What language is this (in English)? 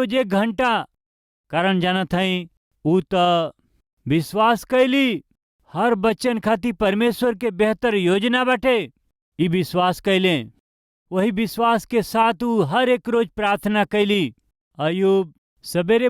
Bhojpuri